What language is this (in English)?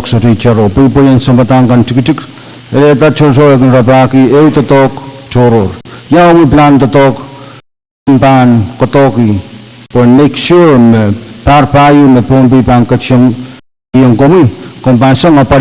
Pohnpeian